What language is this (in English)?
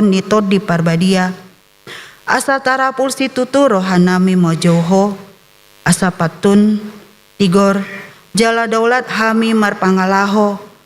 Batak Toba